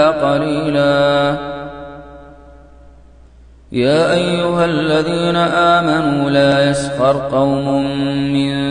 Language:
Arabic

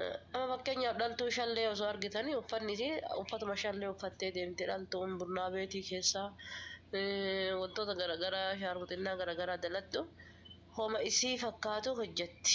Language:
Oromo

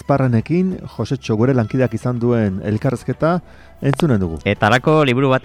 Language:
Basque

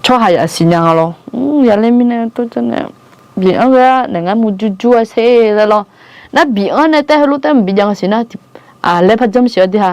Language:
Akha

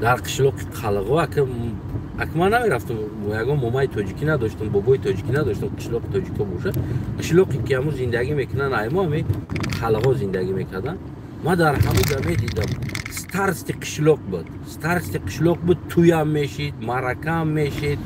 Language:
Tajik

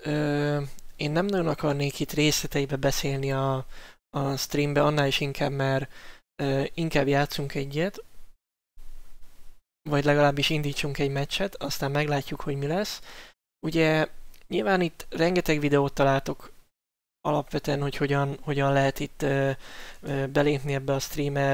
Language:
Hungarian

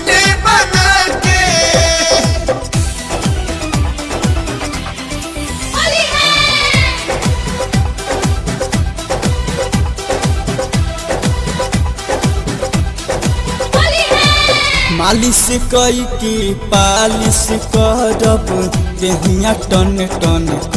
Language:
Bhojpuri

